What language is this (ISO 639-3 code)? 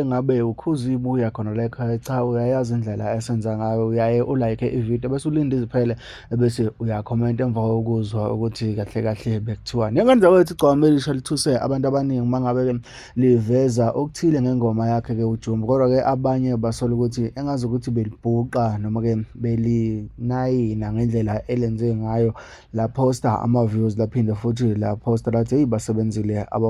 zul